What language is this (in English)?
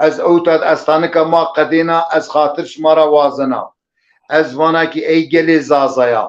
Zaza